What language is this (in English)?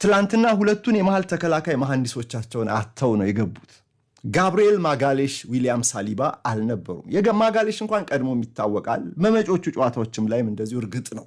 Amharic